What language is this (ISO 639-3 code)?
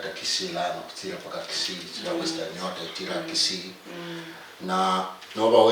luy